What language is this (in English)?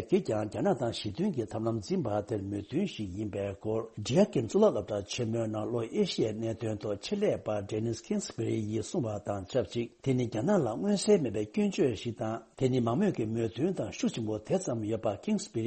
Tibetan